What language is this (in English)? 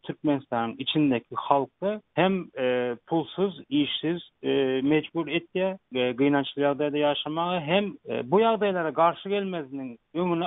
Turkmen